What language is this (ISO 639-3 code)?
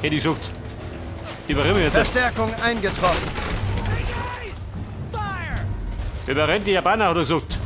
bar